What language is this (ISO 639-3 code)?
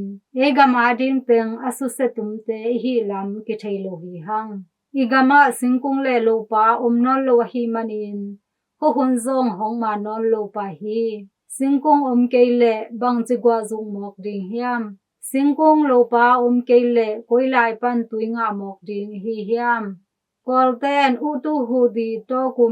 ctd